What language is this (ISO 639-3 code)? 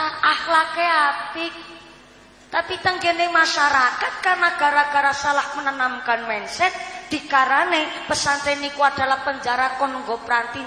jav